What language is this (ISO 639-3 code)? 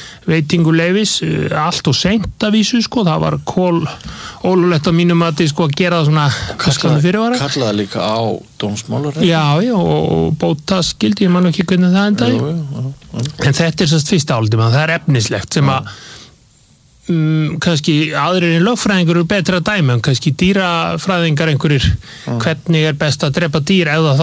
isl